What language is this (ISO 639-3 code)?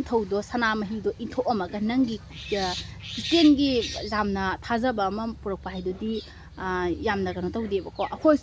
mni